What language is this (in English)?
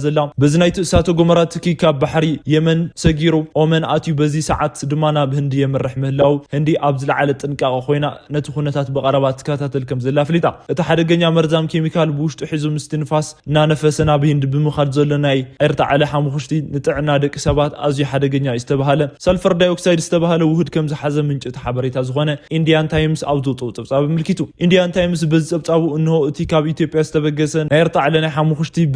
Tigrinya